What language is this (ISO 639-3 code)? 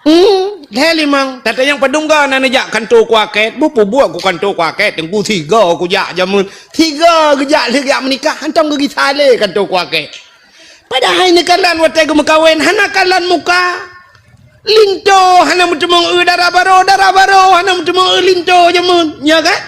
ace